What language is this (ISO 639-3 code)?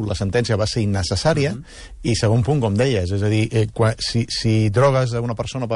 cat